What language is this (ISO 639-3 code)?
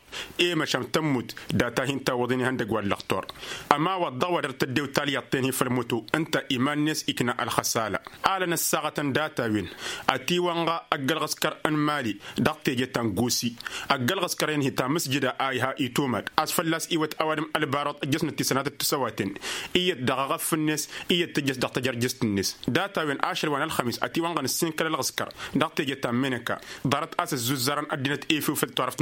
taq